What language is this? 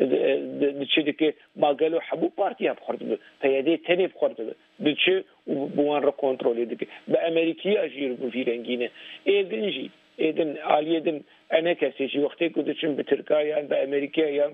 Kurdish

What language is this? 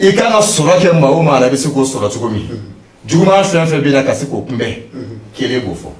Bambara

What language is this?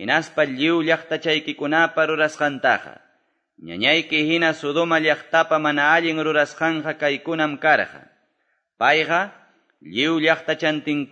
Quechua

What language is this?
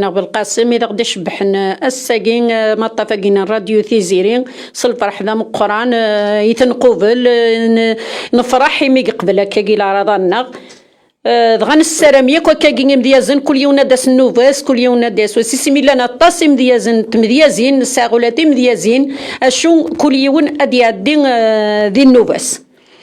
Kabyle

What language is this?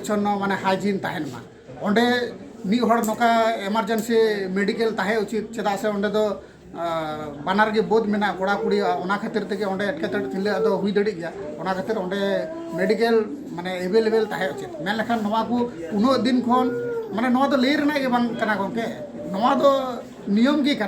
Santali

